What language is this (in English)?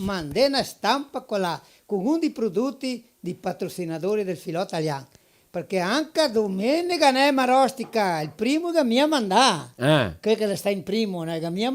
Venetian